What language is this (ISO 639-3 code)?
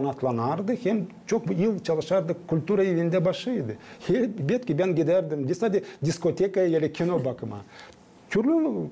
gag